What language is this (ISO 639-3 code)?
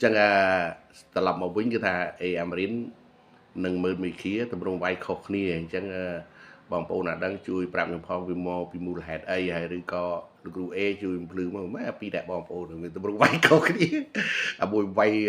khm